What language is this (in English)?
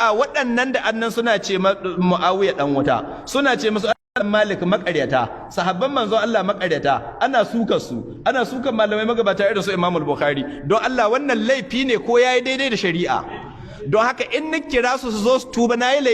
Hausa